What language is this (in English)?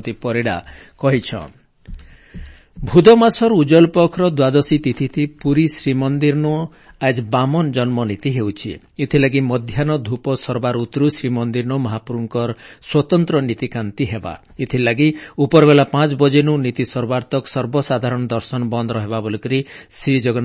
Odia